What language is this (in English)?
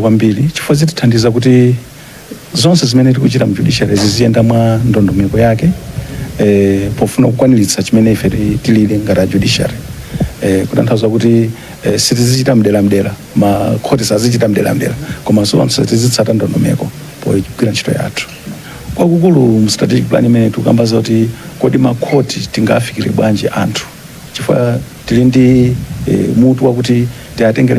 Nyanja